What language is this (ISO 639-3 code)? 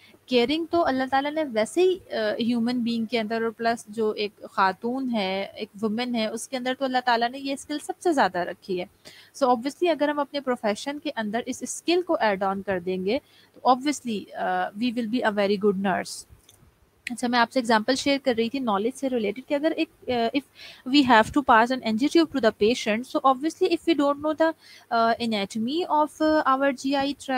urd